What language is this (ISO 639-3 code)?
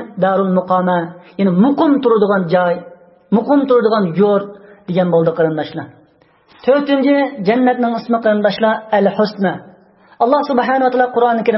uig